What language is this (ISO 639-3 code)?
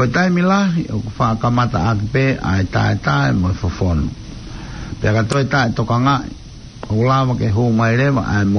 ton